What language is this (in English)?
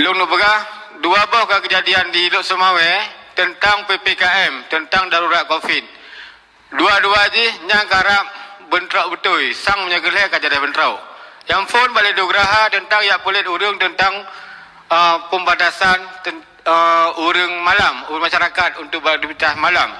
Achinese